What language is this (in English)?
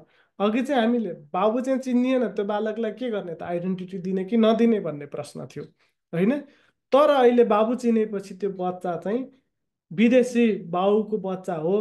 Nepali